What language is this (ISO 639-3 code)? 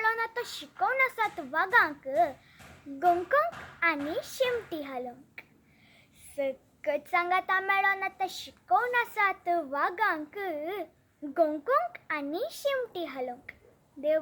kok